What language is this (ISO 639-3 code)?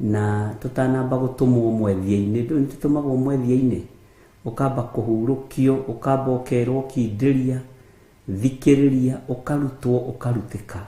kik